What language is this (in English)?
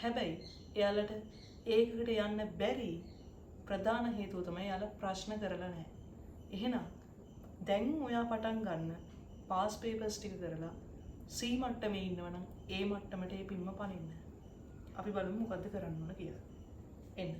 Sinhala